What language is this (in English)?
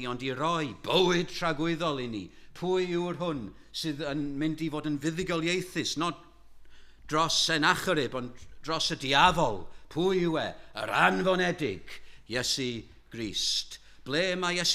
Welsh